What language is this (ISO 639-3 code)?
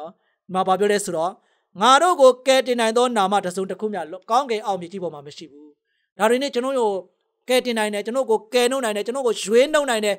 mya